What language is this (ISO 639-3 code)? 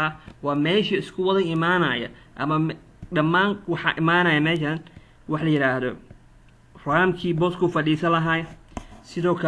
som